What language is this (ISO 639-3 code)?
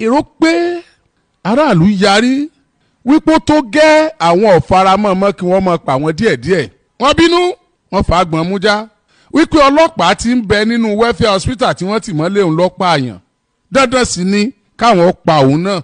yor